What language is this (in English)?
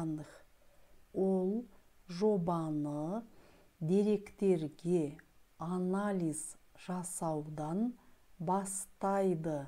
Kazakh